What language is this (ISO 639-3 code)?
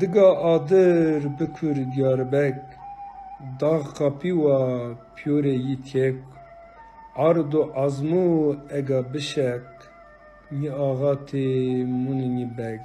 zza